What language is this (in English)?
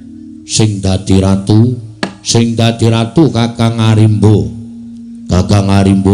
Javanese